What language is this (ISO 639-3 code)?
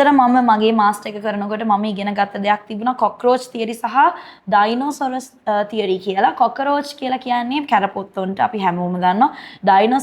sin